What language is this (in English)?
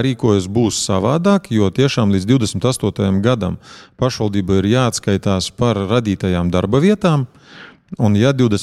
Latvian